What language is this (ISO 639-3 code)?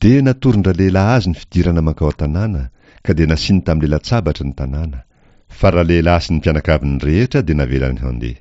mlg